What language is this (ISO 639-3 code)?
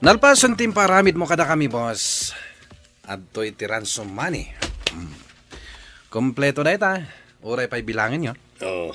ilo